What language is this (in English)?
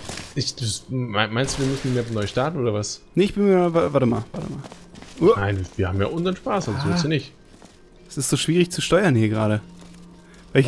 German